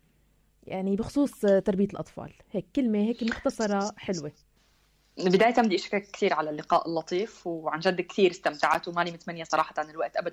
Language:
North Levantine Arabic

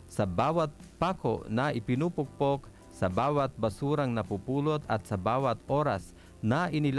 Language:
Filipino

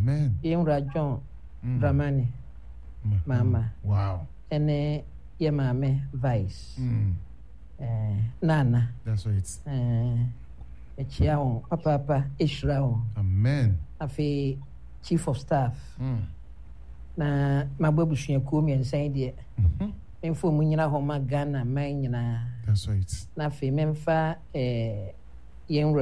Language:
Akan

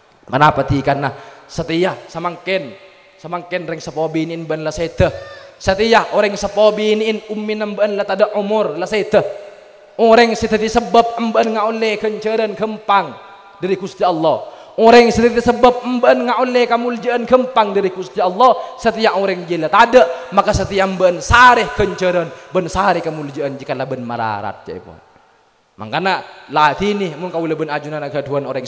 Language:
Madurese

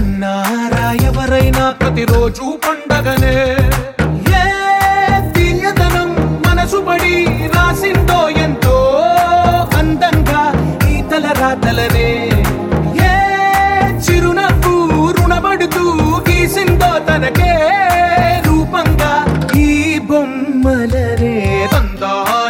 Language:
Telugu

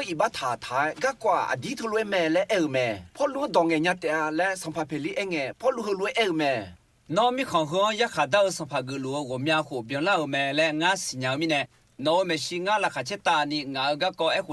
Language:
Akha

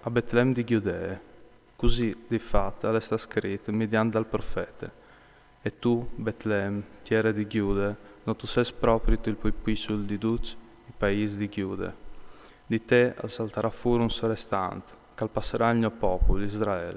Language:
Friulian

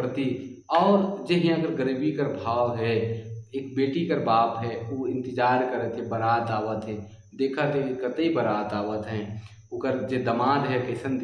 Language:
Sadri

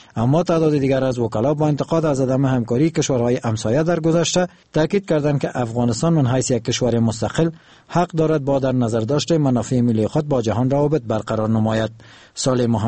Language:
Persian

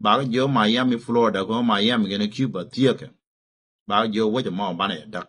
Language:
Nuer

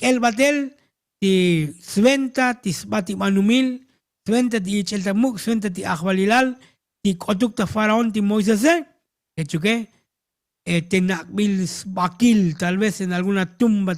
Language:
Tzotzil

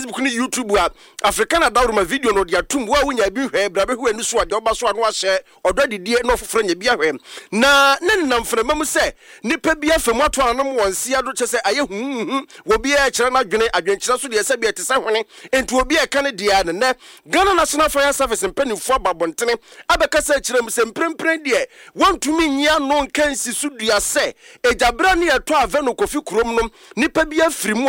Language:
Akan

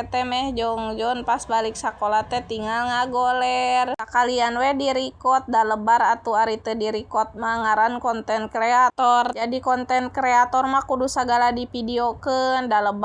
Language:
Sundanese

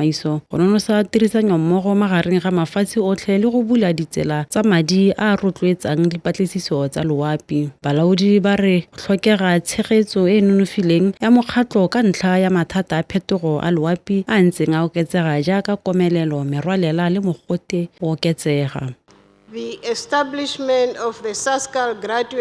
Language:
Tswana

